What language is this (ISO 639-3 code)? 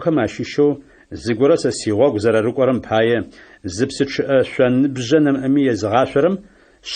ady